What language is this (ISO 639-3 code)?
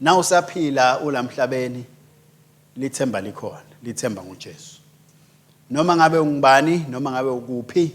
ssw